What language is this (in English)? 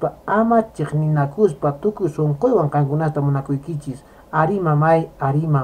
Quechua